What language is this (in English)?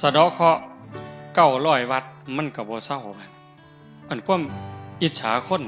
Northeastern Thai